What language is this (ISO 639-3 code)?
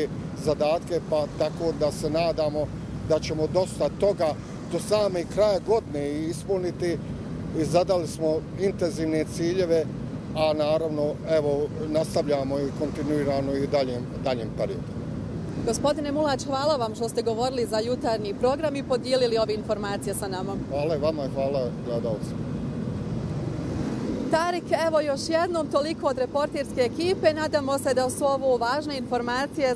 bos